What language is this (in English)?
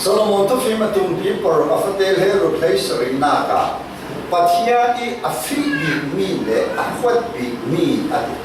Falam Chin